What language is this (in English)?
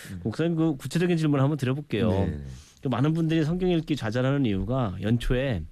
Korean